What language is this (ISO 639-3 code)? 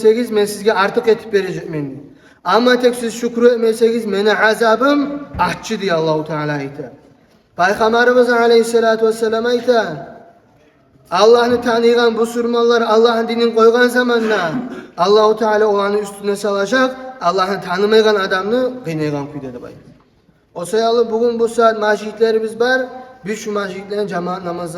kum